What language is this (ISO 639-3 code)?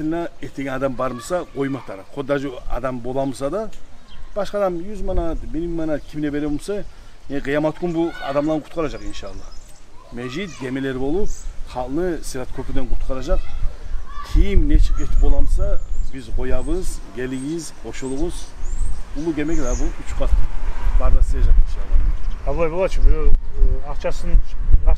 kum